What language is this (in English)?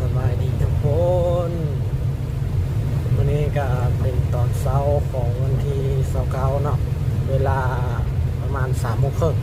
Lao